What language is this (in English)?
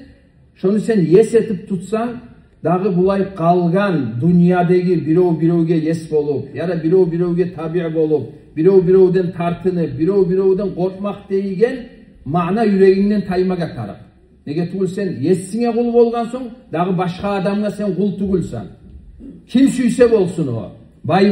Kumyk